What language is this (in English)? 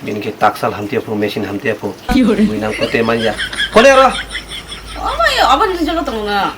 Kok Borok